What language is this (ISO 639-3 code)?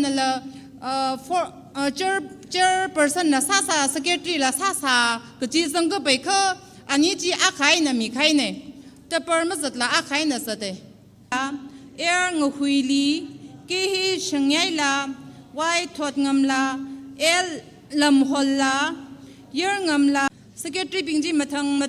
nmf